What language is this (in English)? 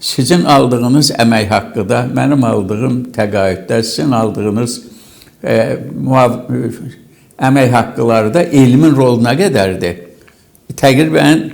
Azerbaijani